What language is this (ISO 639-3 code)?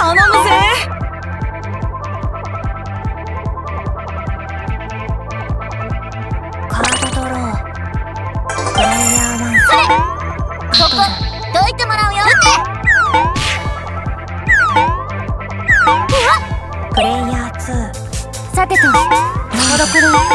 jpn